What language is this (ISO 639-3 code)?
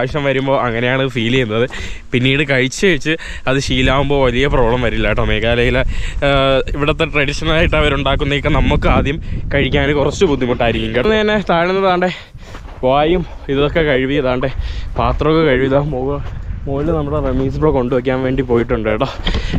mal